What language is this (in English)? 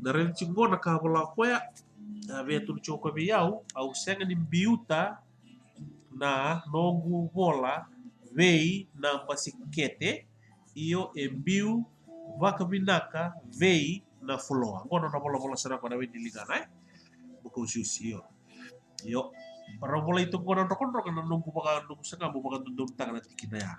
Fijian